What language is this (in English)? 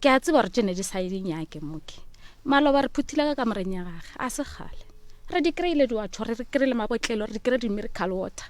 Northern Sotho